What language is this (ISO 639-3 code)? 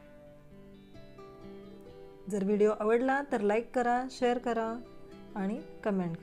mar